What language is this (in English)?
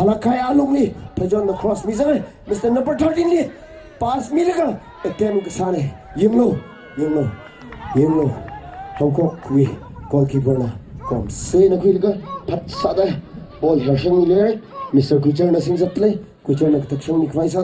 Tangkhul Naga (India)